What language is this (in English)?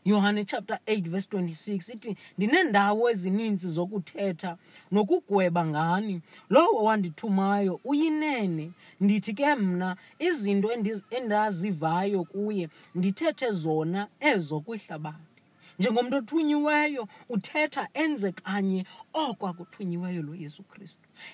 Xhosa